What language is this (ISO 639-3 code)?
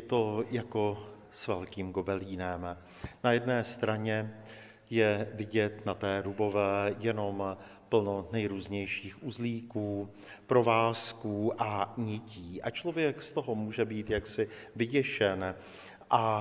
ces